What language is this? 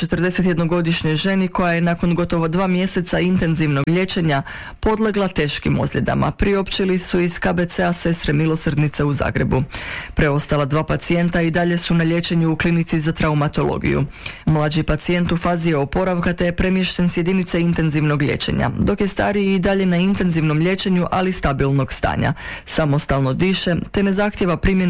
Croatian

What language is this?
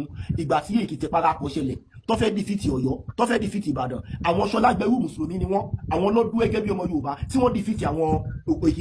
Yoruba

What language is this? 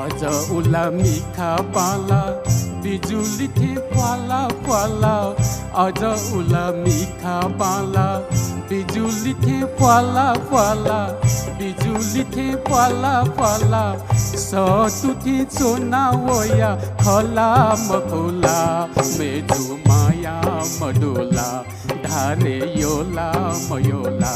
Newari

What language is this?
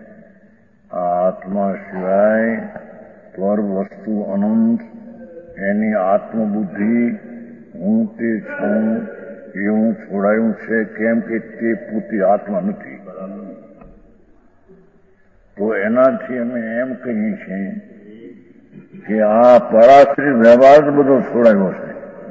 Gujarati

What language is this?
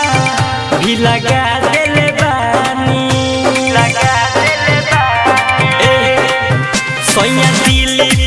Bhojpuri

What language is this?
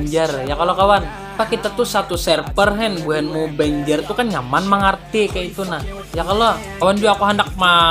Banjar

